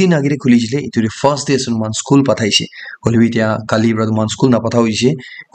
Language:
Naga Pidgin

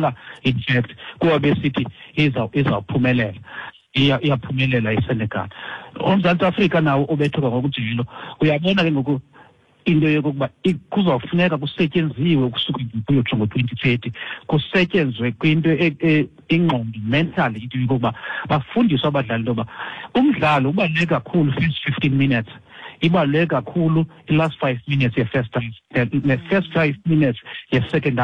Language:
Xhosa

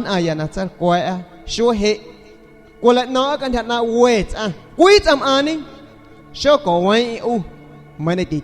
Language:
San Pedro Amuzgos Amuzgo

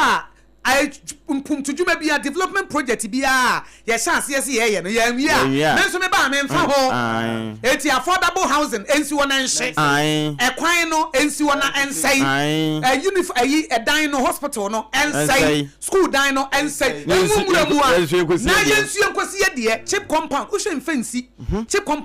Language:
Akan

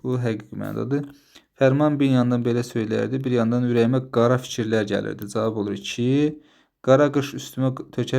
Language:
Azerbaijani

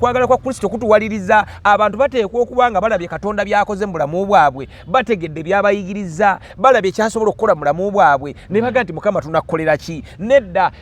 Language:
Ganda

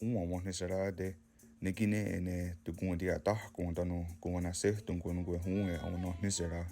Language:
Mohawk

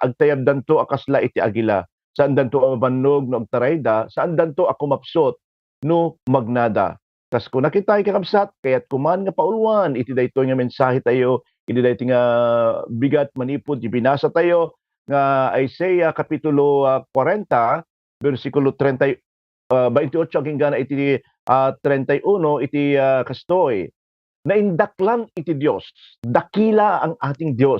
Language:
Iloko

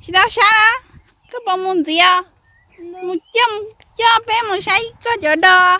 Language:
Hmong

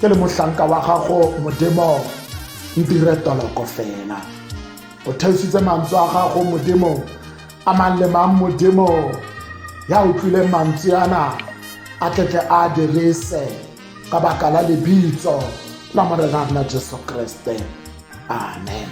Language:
Tswana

